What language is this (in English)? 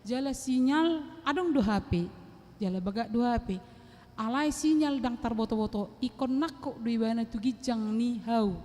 Batak Toba